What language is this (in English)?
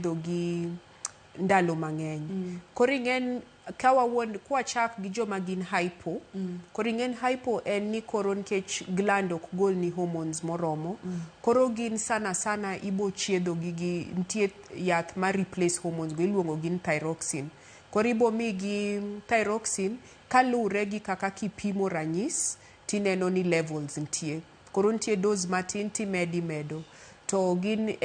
Luo (Kenya and Tanzania)